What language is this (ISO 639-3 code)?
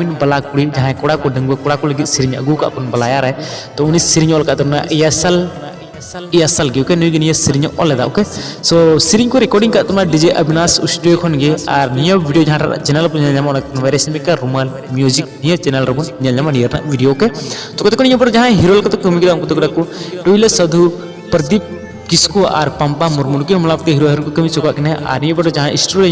sat